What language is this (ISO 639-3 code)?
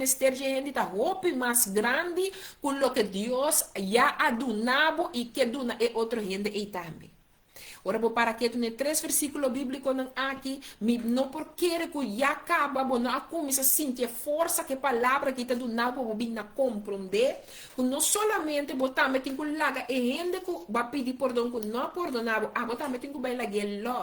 pap